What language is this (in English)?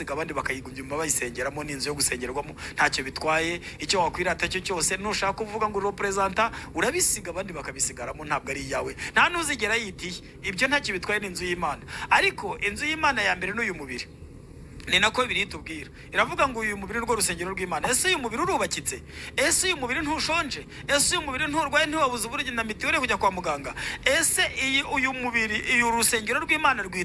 Kinyarwanda